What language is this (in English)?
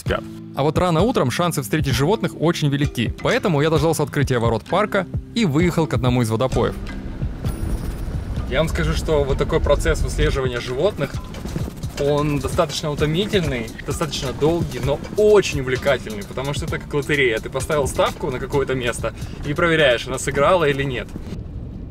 Russian